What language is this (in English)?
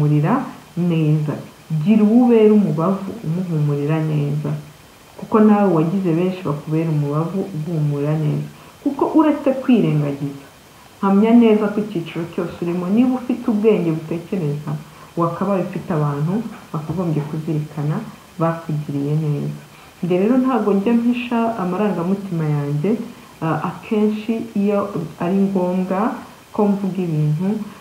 Kinyarwanda